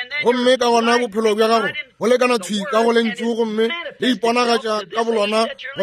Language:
Northern Sotho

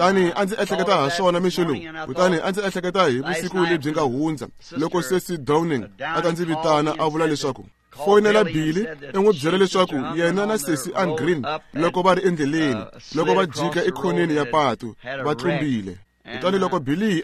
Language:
Tsonga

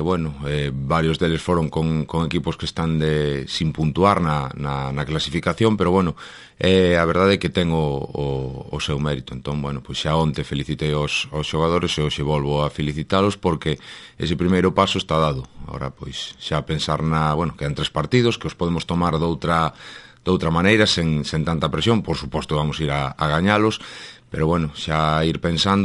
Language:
Galician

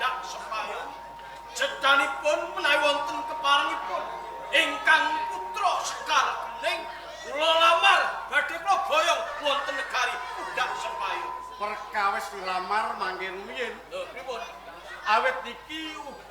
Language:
Javanese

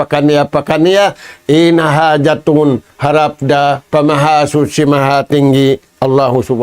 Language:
Tausug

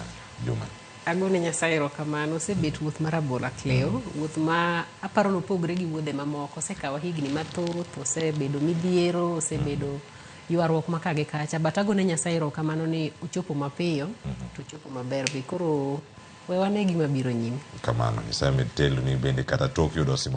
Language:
Luo (Kenya and Tanzania)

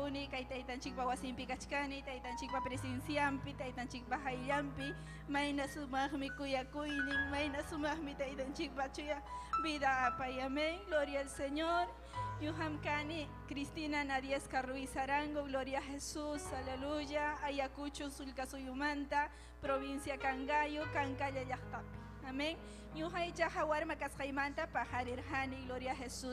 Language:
Ayacucho Quechua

